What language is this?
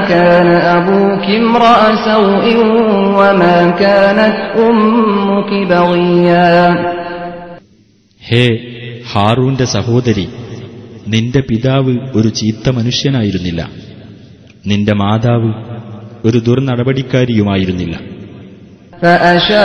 Malayalam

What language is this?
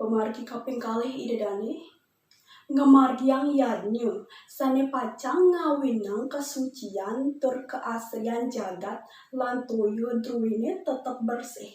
Balinese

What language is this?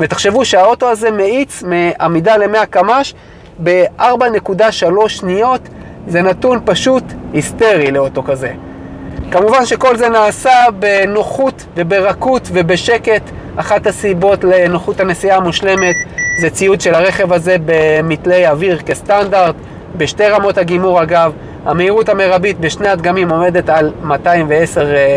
Hebrew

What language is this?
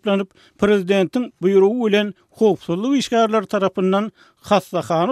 Turkmen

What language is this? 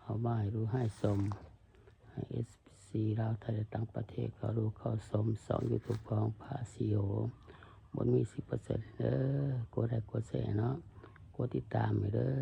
Lao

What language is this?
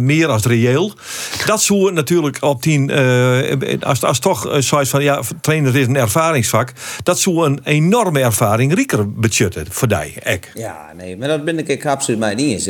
Western Frisian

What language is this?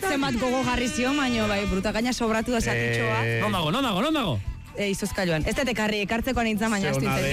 Basque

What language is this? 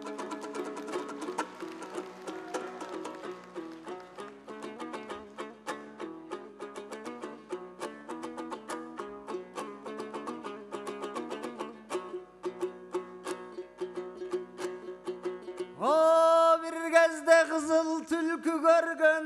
Kazakh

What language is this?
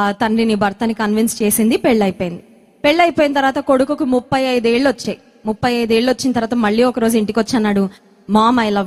Telugu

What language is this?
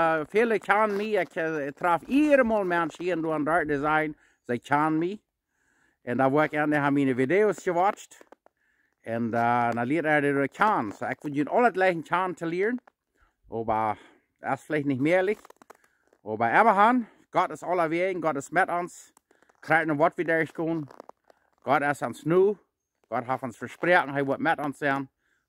Plautdietsch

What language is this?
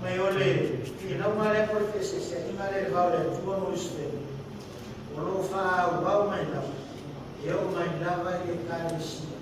Samoan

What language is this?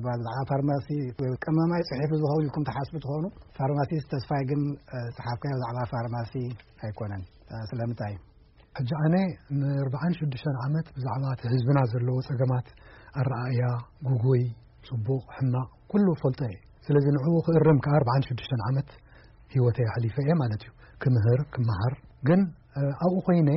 Tigrinya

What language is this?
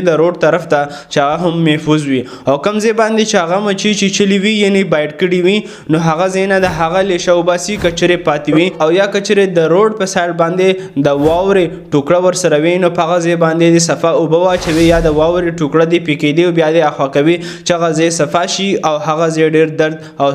Pashto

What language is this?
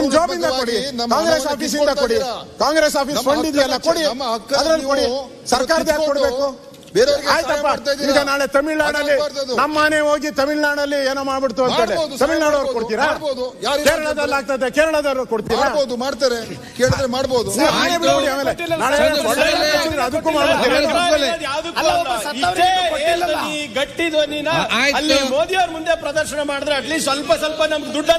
Kannada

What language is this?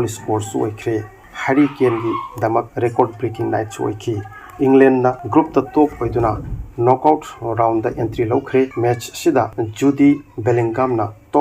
Manipuri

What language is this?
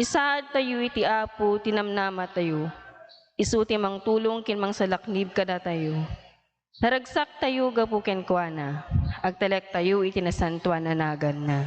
Iloko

